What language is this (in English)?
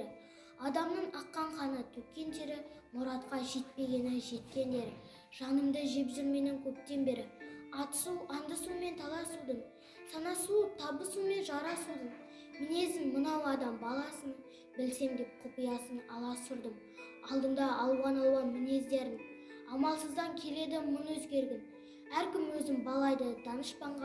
Kazakh